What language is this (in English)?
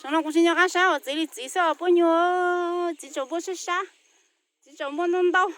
Hmong